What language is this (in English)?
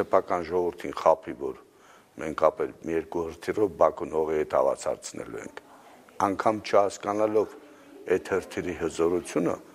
Armenian